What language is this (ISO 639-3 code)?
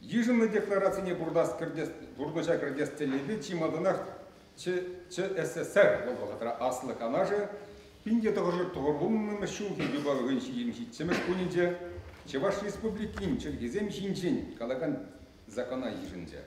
chv